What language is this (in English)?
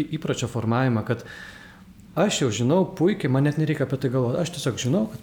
Lithuanian